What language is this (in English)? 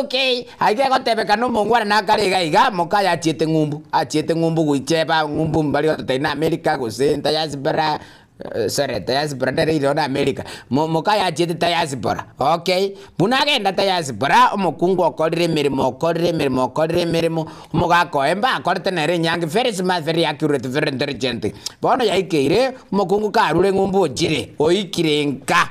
Gusii